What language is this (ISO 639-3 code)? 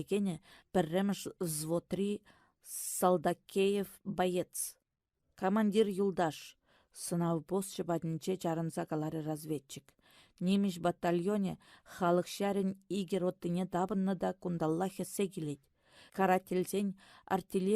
chv